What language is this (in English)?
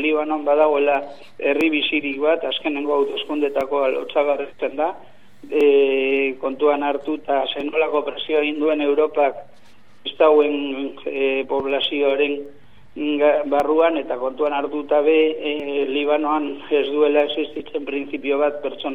Basque